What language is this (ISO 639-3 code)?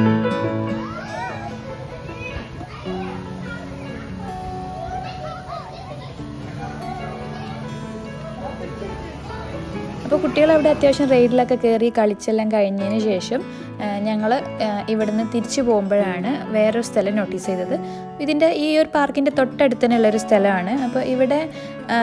mal